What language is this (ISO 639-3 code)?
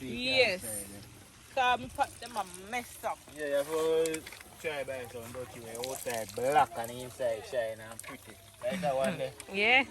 jam